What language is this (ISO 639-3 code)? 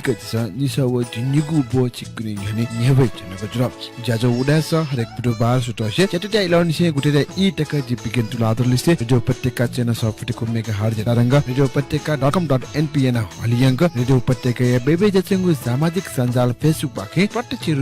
new